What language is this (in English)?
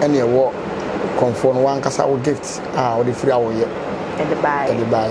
Akan